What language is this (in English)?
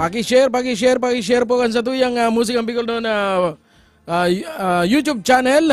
Bikol